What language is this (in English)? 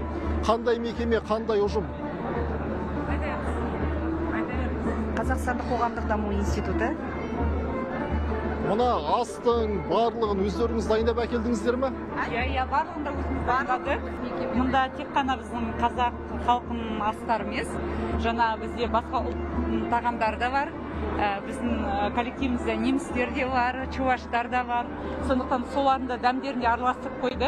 Kazakh